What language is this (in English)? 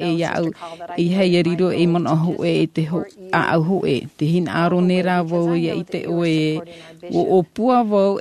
Tahitian